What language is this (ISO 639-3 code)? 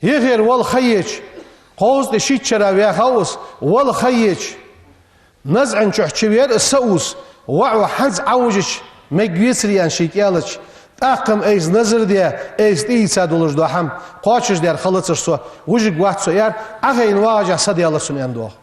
inh